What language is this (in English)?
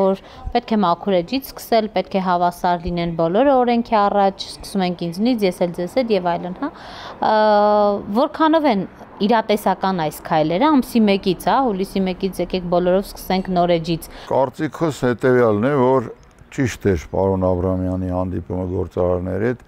Armenian